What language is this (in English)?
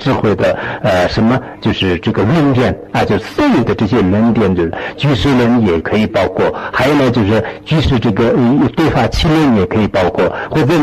Chinese